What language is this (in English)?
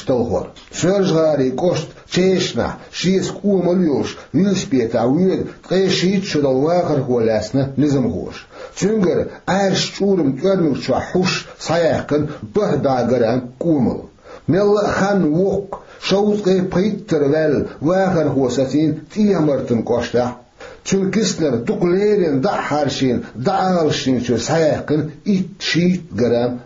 Chechen